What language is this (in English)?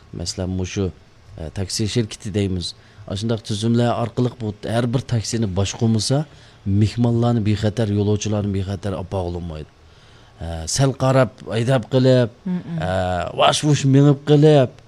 Uyghur